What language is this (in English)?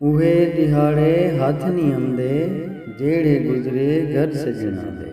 Saraiki